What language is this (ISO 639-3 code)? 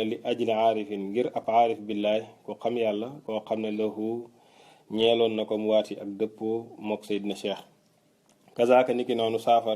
wol